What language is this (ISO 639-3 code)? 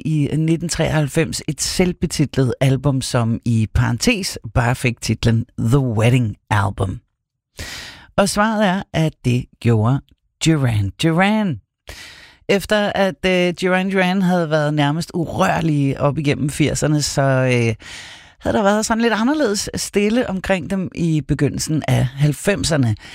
dan